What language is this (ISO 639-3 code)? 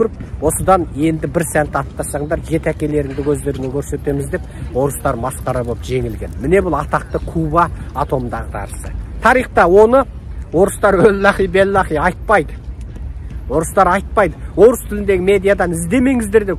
kaz